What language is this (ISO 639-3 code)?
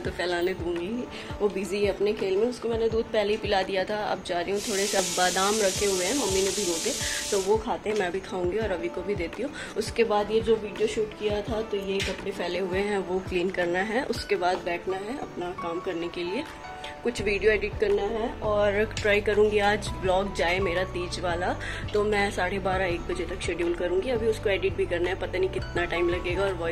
hin